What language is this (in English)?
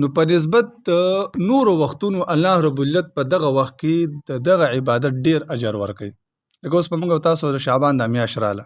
Pashto